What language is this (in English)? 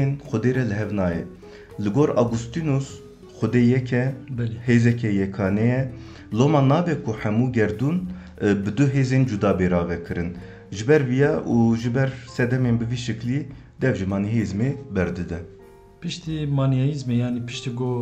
Kurdish